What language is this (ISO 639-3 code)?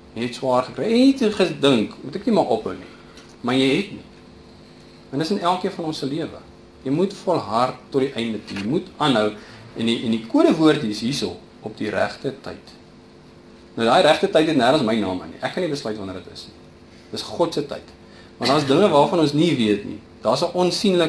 afr